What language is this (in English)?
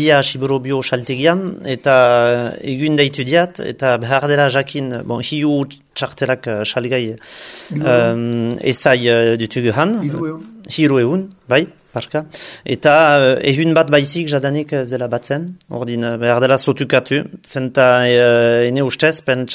Basque